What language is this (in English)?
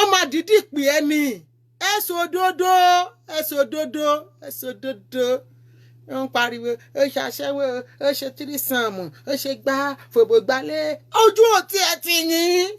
Yoruba